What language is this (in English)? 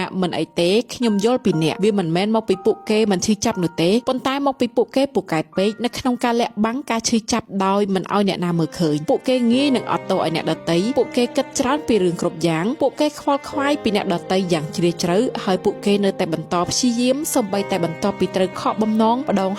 Khmer